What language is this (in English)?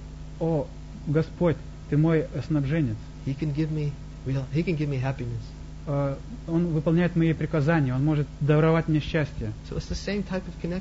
Russian